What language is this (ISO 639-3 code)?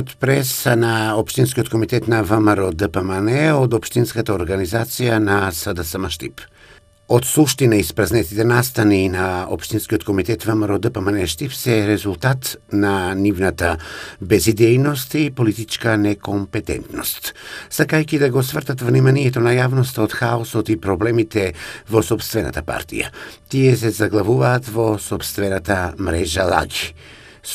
mkd